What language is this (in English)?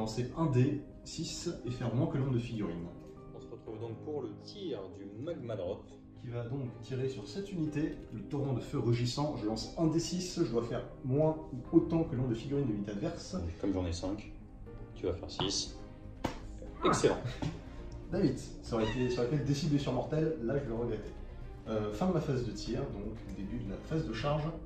French